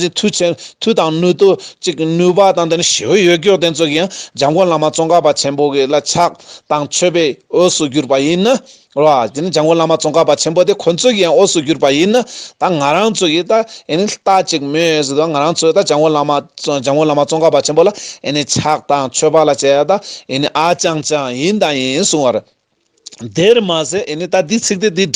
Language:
Tibetan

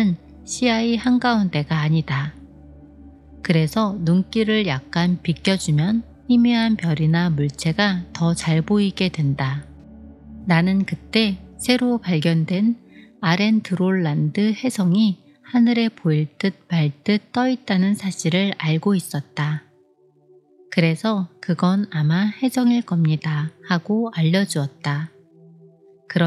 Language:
Korean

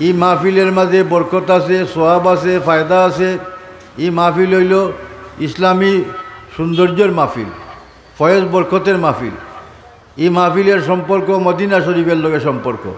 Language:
Sylheti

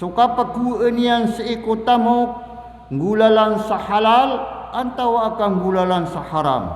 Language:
Maranao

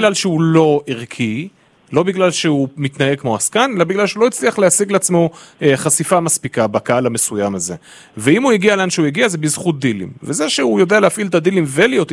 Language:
Hebrew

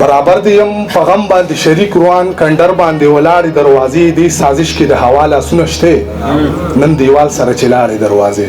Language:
Pashto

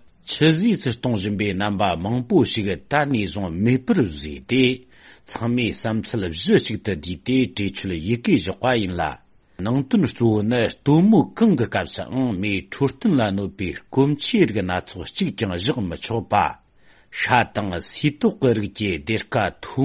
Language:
Tibetan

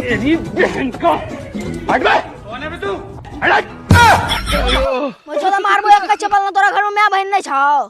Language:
Maithili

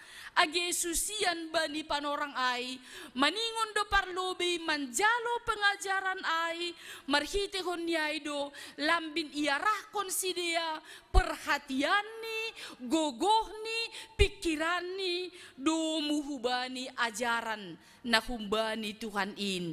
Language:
Batak Simalungun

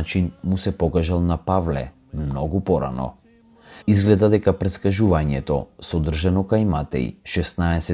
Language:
Macedonian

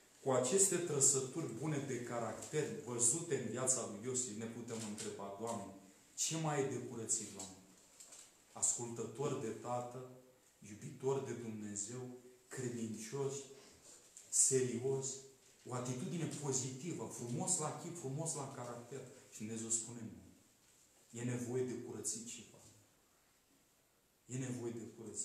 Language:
Romanian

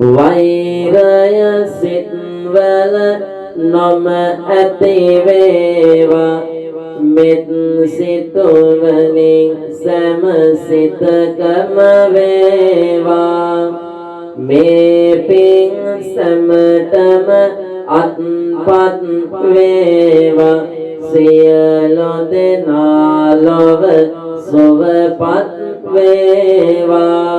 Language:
Sinhala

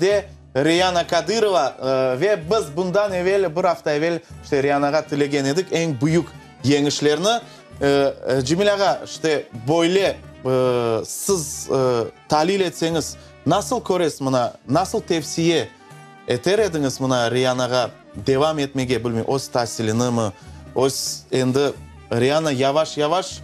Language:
Crimean Tatar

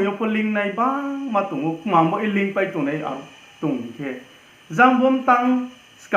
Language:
Riang (India)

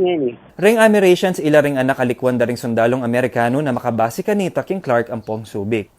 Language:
Pampanga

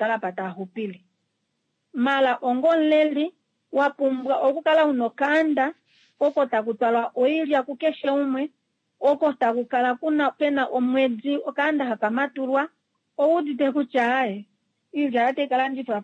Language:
Kuanyama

